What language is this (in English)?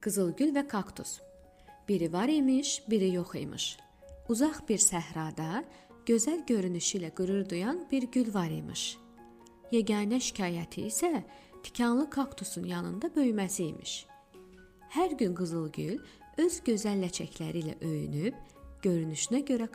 Azerbaijani